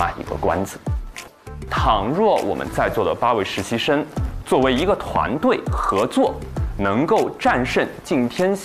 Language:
Chinese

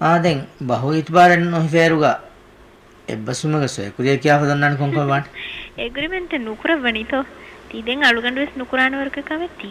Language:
Divehi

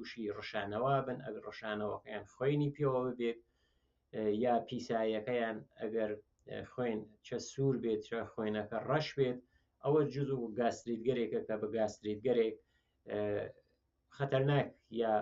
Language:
Central Kurdish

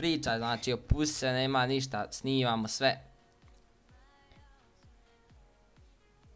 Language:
Croatian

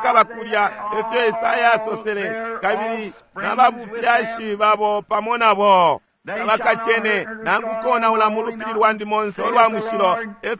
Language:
Bemba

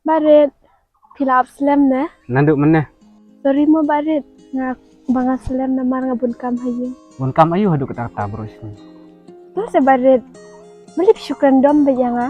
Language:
Khasi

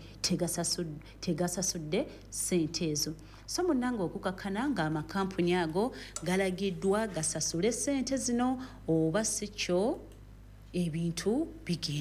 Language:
Ganda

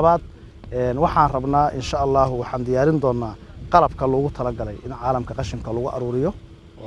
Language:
Somali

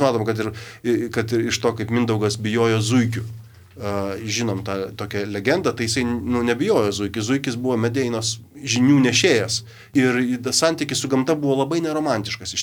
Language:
Lithuanian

